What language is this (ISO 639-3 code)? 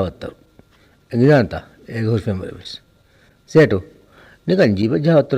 div